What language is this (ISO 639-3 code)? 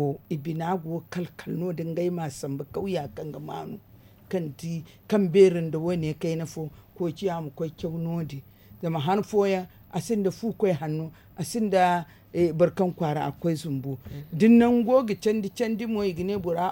dje